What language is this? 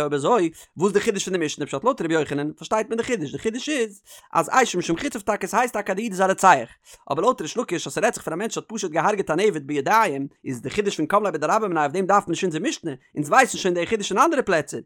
Yiddish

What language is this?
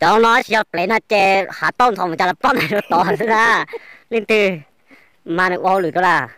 Hmong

